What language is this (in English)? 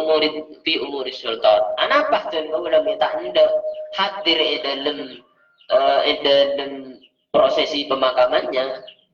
Madurese